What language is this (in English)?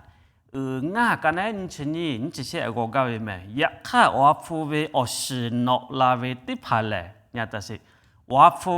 Lahu